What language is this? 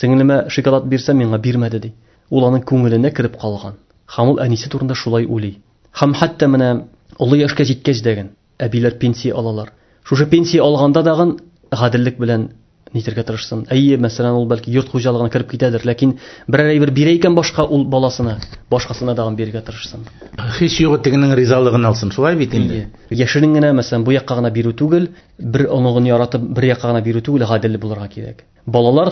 Tatar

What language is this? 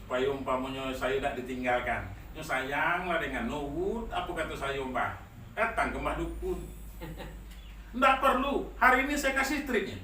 Minangkabau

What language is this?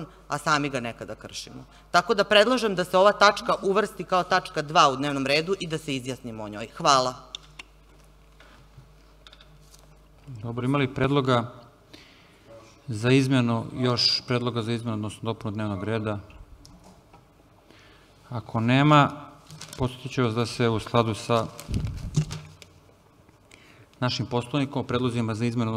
Serbian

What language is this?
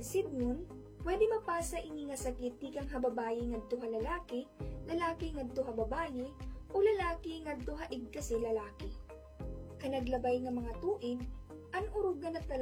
Waray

